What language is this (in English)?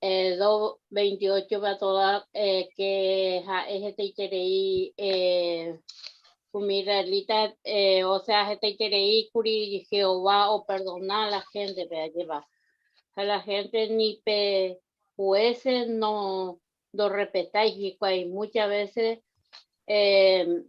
Guarani